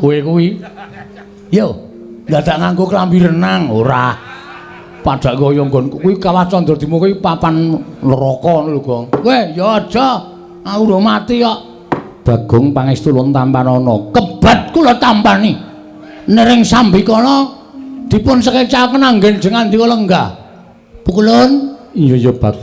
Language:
Javanese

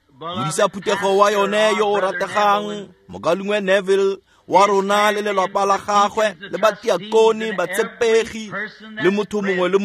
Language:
Tswana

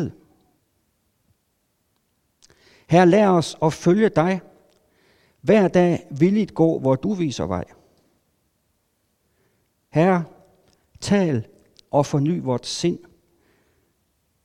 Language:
Danish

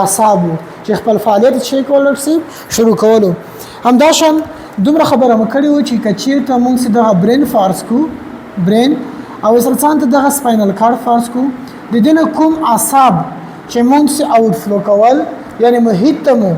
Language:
Pashto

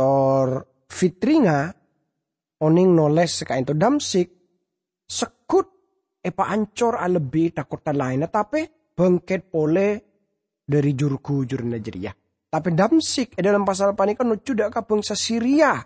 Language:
Madurese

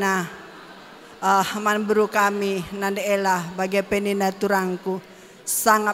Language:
Batak Karo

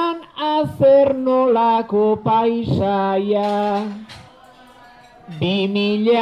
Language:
Basque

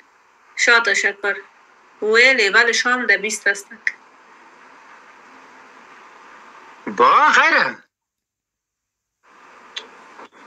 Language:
Persian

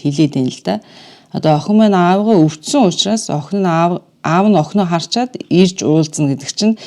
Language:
Mongolian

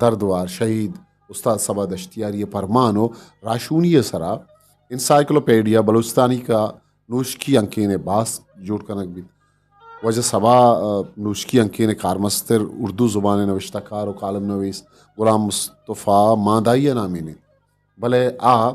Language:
Eastern Balochi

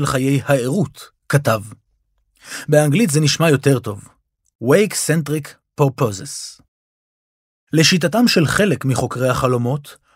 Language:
Hebrew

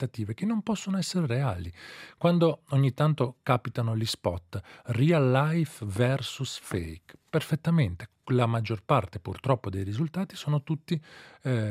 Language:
Italian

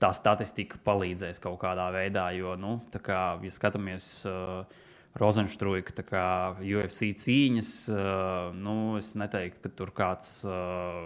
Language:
Latvian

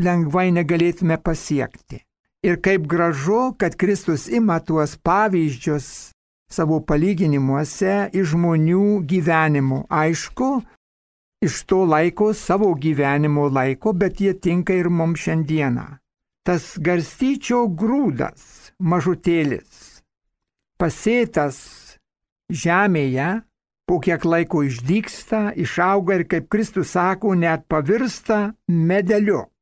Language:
Lithuanian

